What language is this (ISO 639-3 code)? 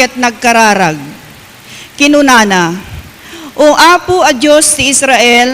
ilo